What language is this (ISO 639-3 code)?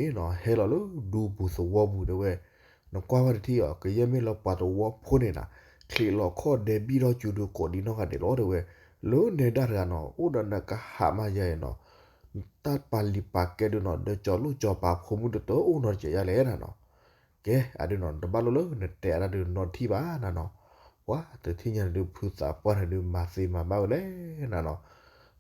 ksw